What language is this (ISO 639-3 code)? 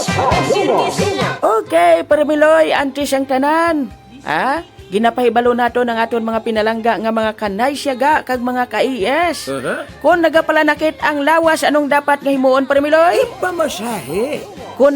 hil